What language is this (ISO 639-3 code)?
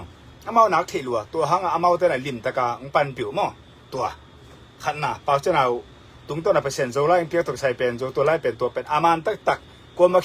ctd